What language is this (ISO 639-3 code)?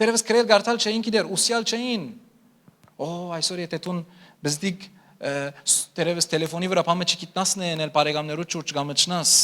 hyw